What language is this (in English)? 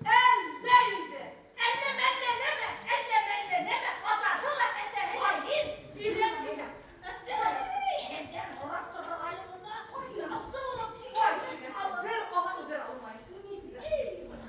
Bashkir